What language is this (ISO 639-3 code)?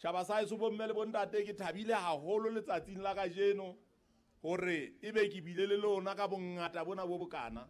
sot